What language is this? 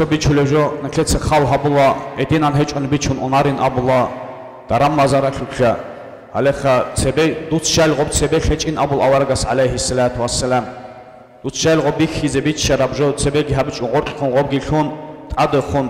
Avaric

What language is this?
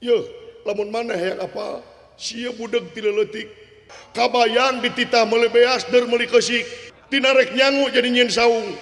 Sundanese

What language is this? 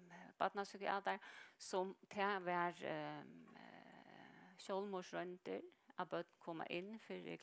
Faroese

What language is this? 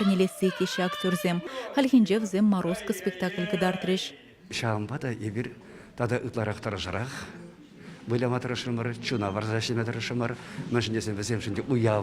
Chuvash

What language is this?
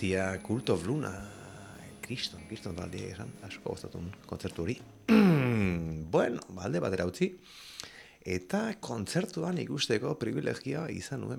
Basque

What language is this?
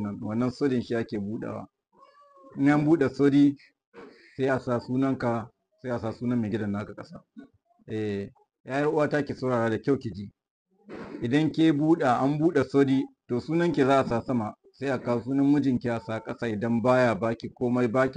Hausa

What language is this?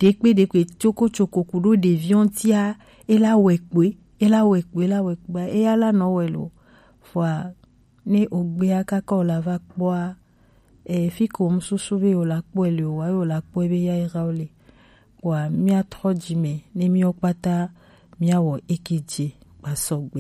Gen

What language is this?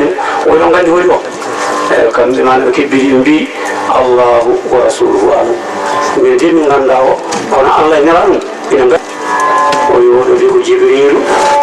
Fula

